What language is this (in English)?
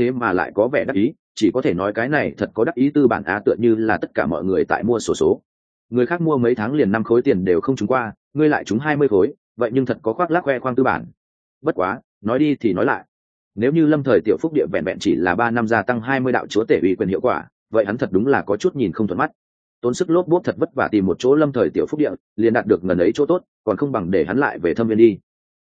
Vietnamese